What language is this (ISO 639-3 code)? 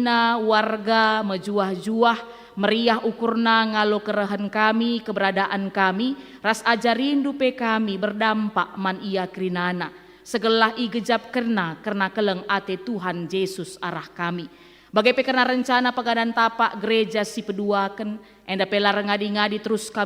btx